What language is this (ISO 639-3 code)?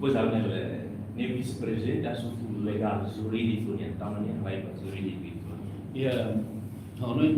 tet